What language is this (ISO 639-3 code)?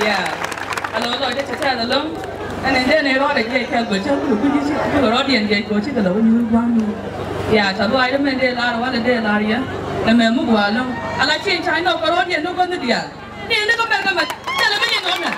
nus